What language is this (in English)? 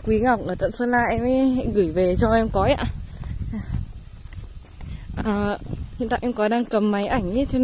Vietnamese